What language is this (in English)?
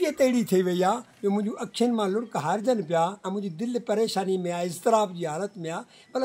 Sindhi